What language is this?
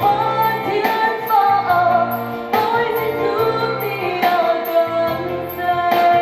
Hakha Chin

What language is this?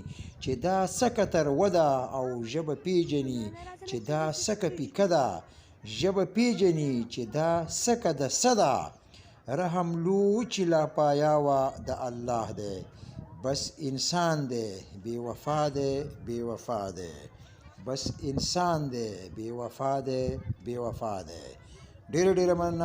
Pashto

